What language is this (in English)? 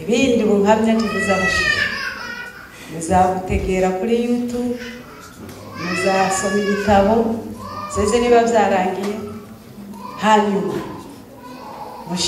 Kinyarwanda